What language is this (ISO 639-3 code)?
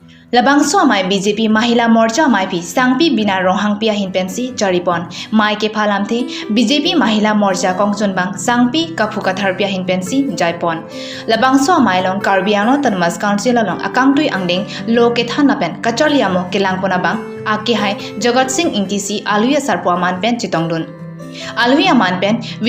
mjw